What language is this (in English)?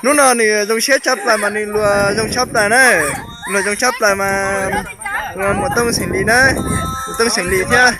Hmong